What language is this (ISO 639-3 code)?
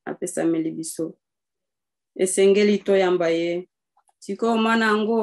lin